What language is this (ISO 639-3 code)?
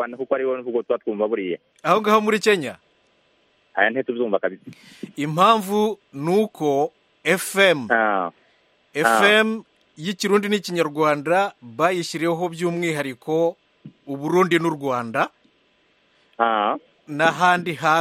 kin